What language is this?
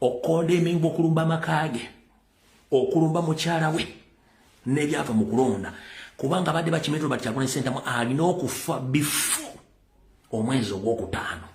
Ganda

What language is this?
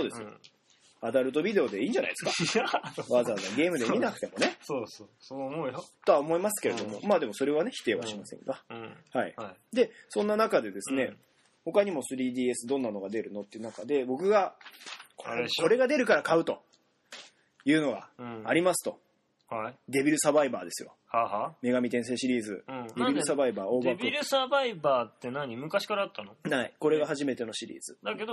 Japanese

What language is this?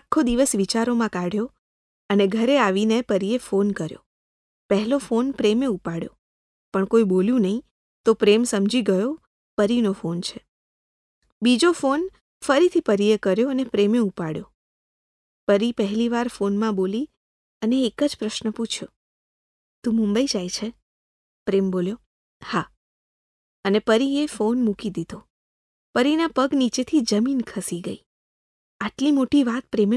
Gujarati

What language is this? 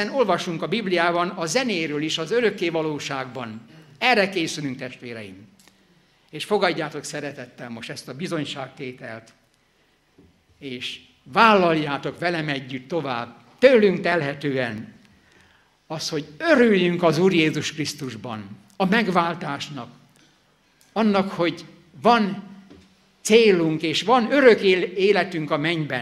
Hungarian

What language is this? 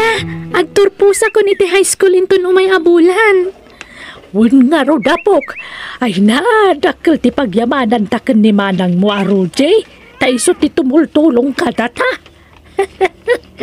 Iloko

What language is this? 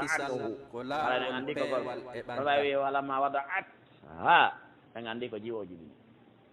Pular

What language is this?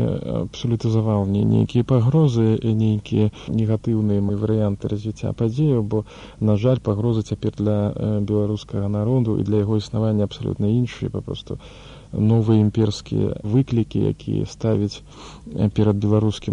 Belarusian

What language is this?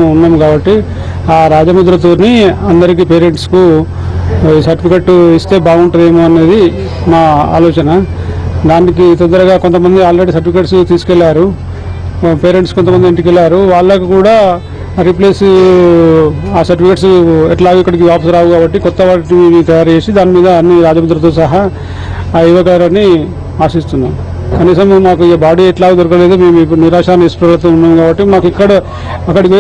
Telugu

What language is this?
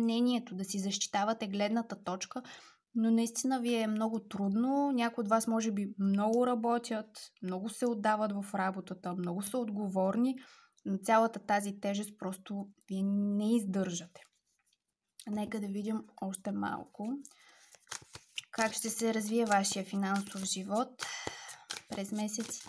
Bulgarian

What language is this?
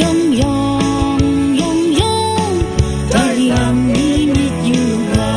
Kachin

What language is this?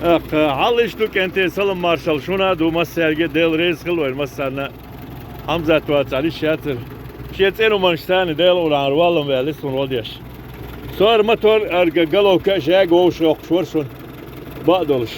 Chechen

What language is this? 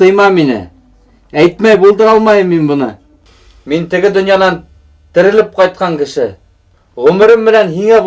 Bashkir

